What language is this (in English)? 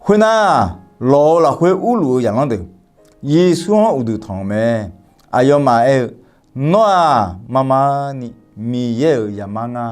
Akha